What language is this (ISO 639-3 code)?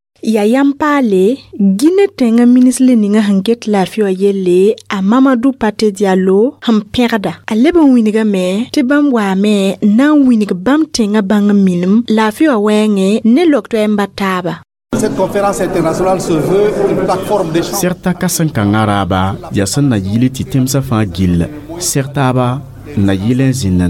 mos